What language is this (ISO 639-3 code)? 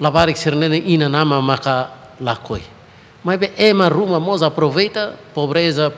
tet